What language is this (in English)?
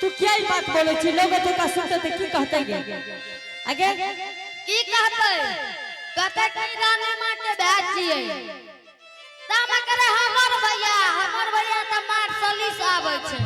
Angika